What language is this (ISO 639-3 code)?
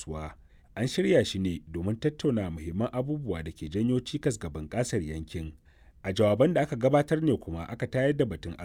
hau